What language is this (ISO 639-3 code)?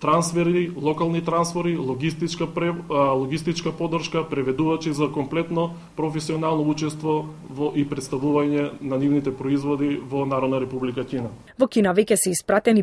mkd